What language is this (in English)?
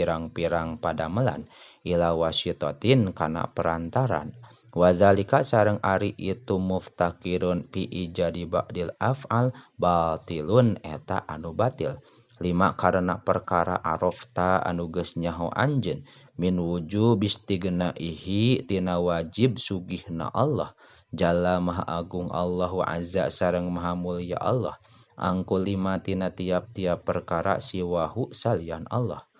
Sundanese